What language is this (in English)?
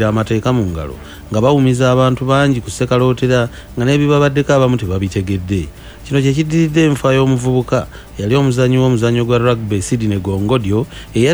Ganda